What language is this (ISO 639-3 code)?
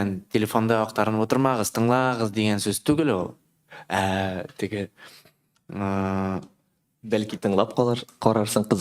tat